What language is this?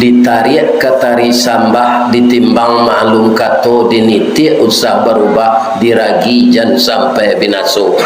Minangkabau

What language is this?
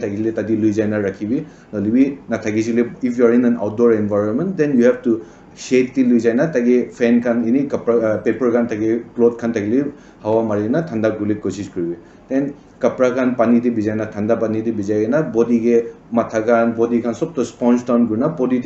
Naga Pidgin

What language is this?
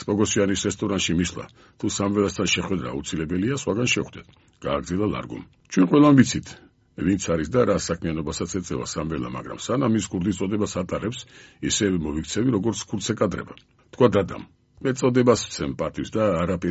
Georgian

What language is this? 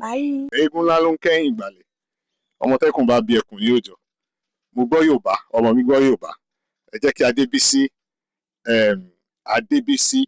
Yoruba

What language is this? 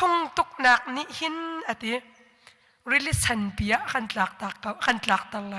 Hakha Chin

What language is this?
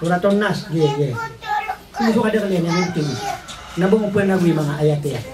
Maranao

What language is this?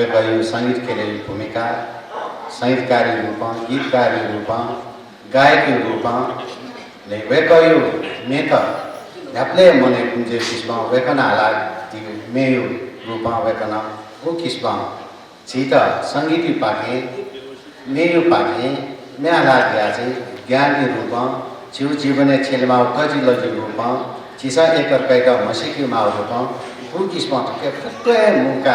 Newari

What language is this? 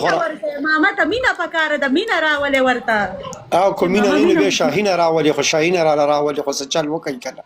Pashto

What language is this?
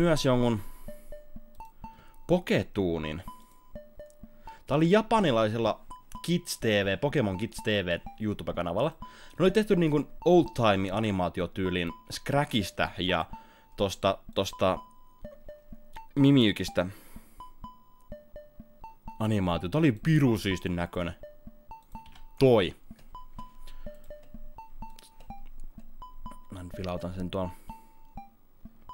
Finnish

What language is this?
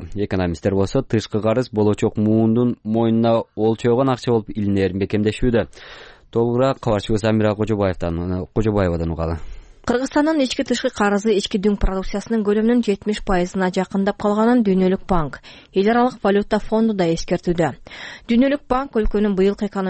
Kyrgyz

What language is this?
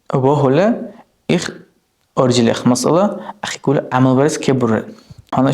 Dargwa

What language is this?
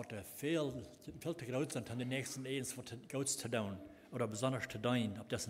Plautdietsch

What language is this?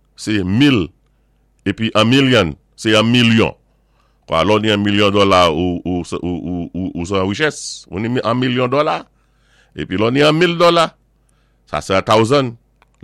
Saint Lucian Creole French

